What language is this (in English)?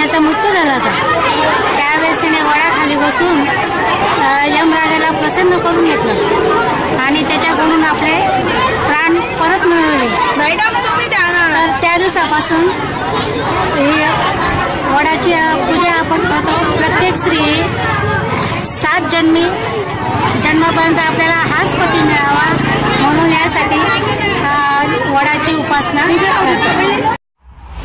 Marathi